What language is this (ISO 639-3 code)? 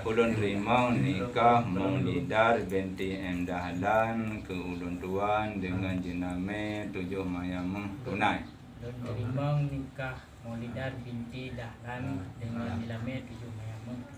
ace